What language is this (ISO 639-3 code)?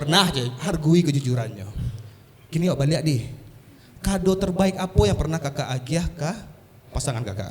min